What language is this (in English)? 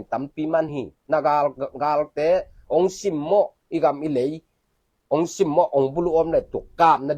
Tedim Chin